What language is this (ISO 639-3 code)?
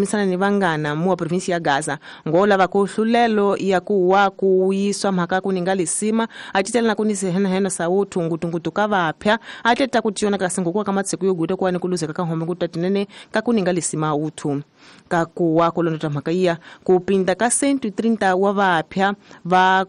tso